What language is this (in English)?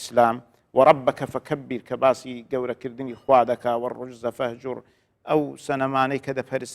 Central Kurdish